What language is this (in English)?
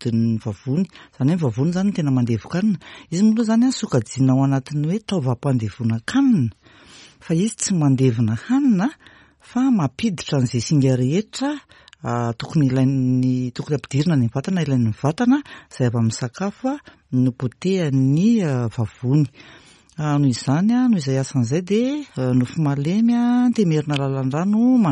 Malagasy